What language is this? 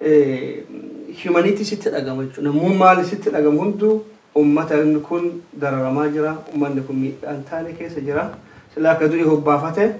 Oromo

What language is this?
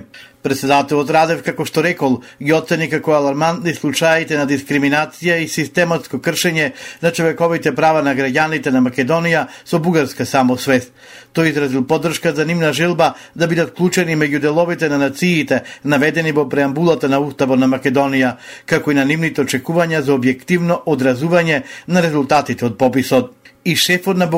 Macedonian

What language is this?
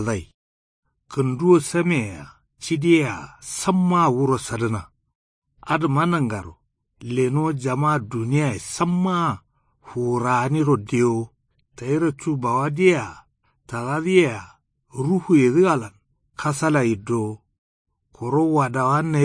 Kanuri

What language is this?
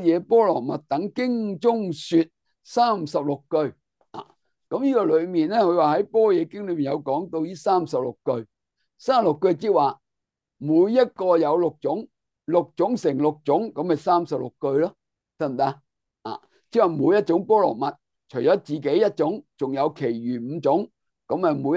Cantonese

